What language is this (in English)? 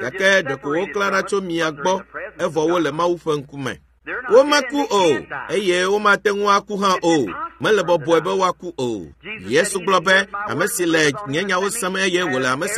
Ewe